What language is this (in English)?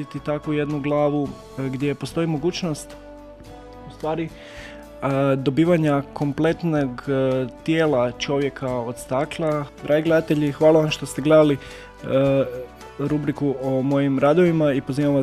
Croatian